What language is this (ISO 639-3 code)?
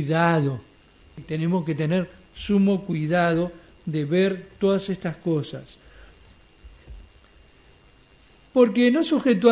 spa